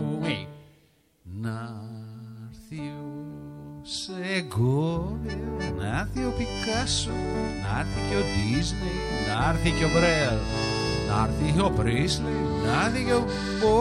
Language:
Greek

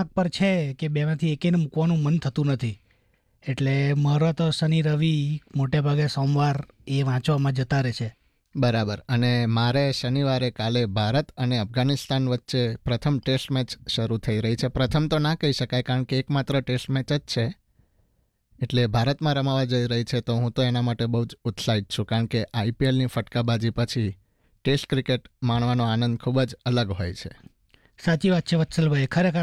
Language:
Gujarati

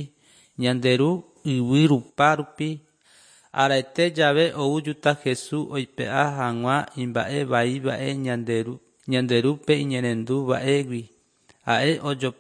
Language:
Guarani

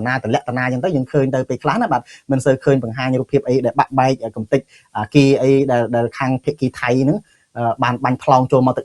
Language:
Khmer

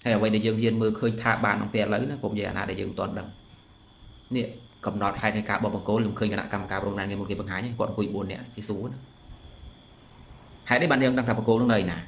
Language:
Khmer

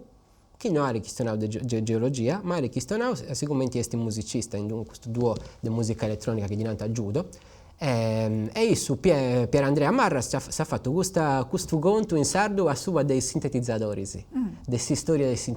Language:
Sardinian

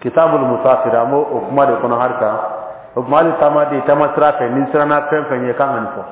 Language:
Bambara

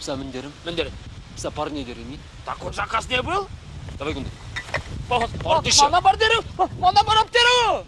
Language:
Chuvash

